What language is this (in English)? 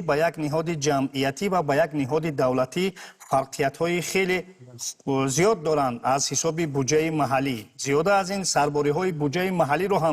Tajik